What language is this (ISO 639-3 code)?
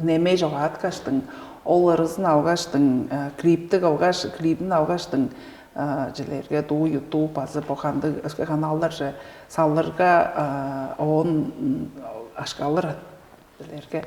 tyv